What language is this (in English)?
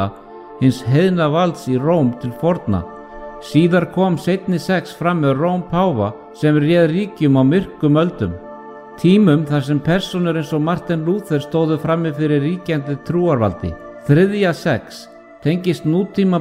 Icelandic